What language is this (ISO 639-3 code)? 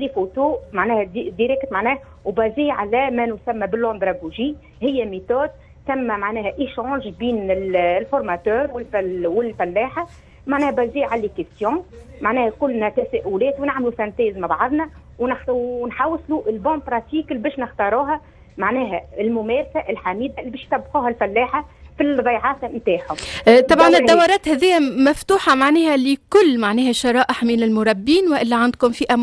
aeb